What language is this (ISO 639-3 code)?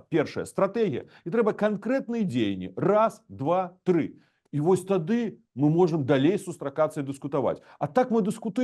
bel